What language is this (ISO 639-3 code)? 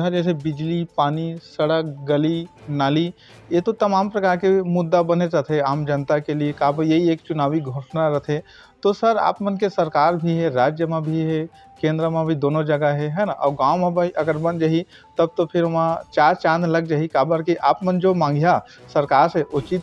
hne